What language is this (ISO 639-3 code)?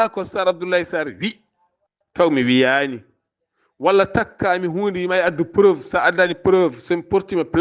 ful